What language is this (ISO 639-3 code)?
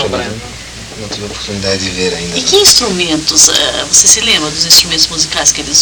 por